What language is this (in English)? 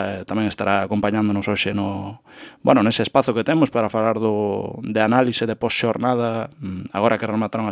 Galician